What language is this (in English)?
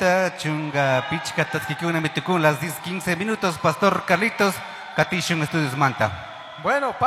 Chimborazo Highland Quichua